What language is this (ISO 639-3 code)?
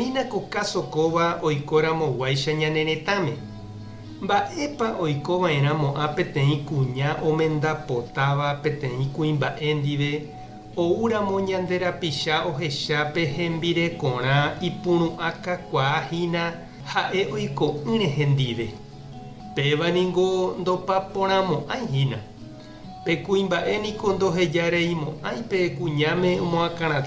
grn